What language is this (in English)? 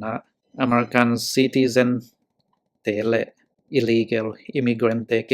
Tedim Chin